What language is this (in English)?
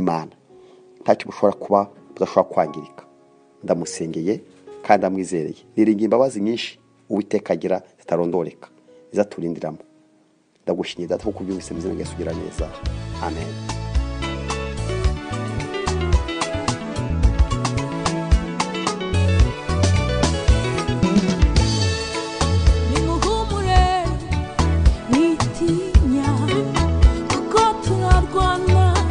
Kinyarwanda